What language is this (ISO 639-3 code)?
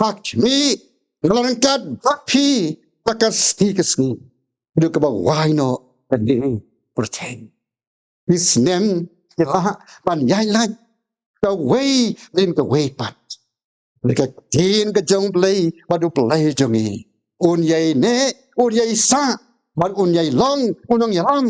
kha